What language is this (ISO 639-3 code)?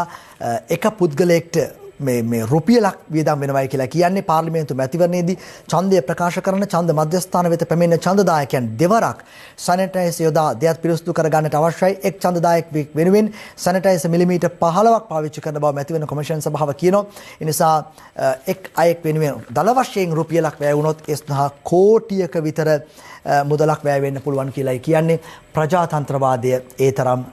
sin